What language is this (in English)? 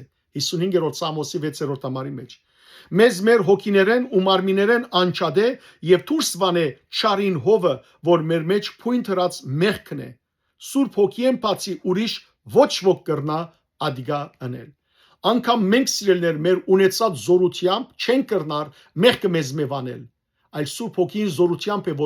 Western Armenian